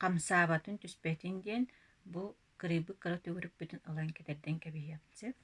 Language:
Yakut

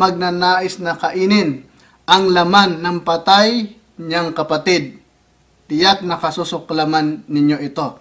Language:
Filipino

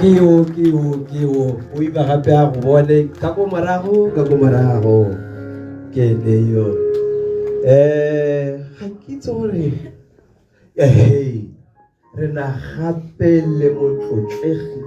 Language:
Tswana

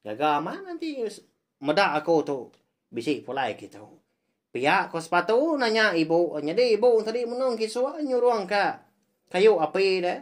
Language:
Iban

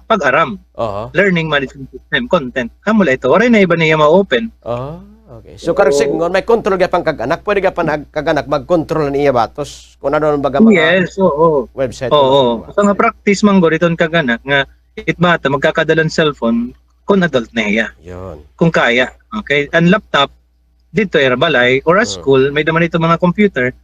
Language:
Waray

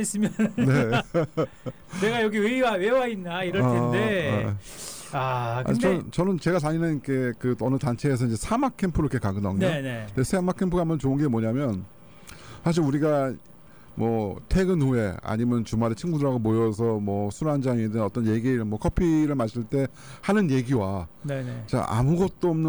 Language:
Korean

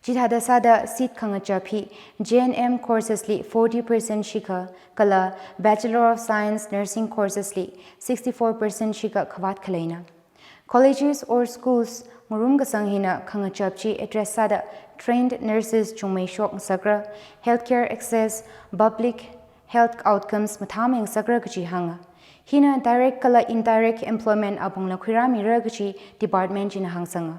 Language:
Tangkhul Naga (India)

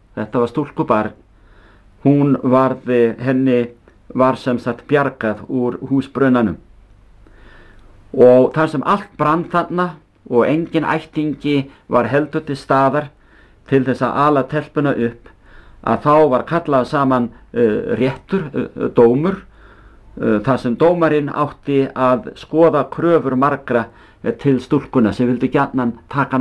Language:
Icelandic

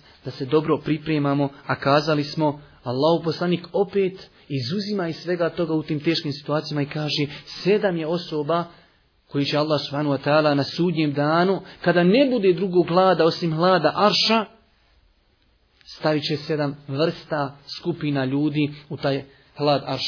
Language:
Bosnian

